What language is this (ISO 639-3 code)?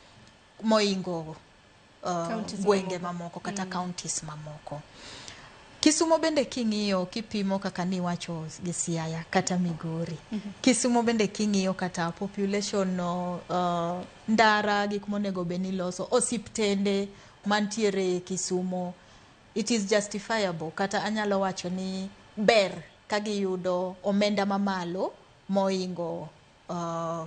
luo